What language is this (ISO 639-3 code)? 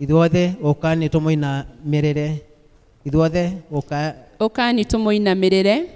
kik